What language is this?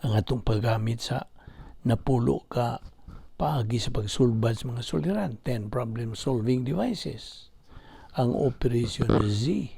Cebuano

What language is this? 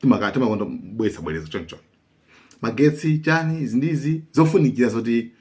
Nyanja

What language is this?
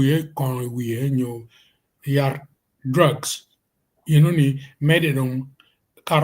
Acoli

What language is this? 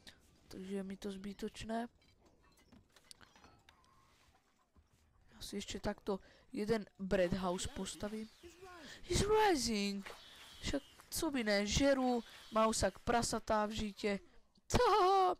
Slovak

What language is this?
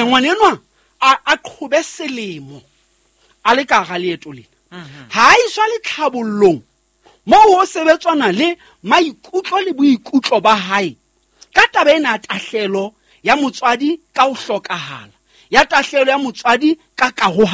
Southern Sotho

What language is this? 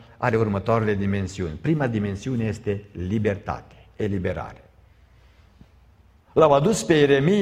Romanian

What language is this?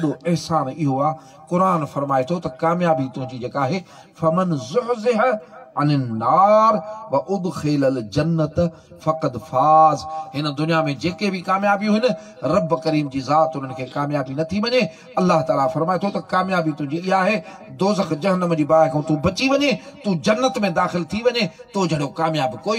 Sindhi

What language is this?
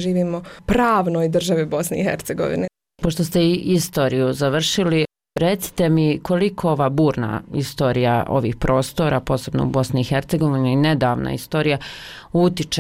Bosnian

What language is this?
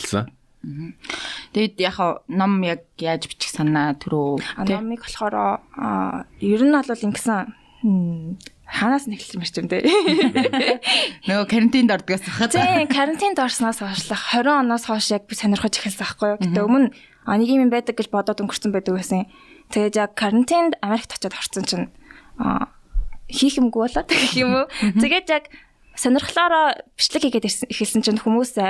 Mongolian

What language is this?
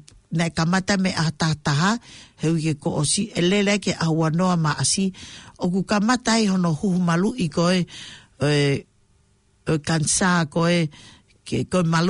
Tongan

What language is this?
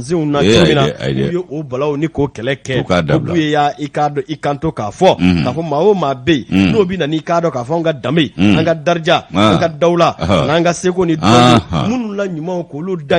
Bambara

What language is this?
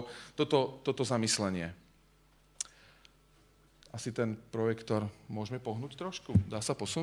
Slovak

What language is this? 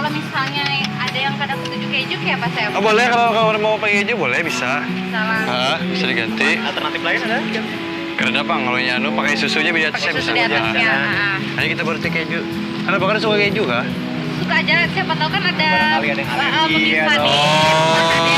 Banjar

